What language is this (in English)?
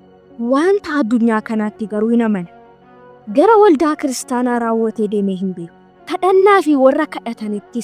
Oromo